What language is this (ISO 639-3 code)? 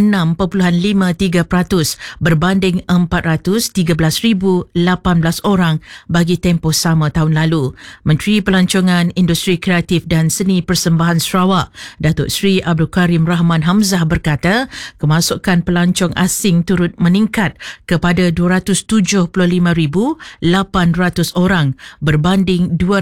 msa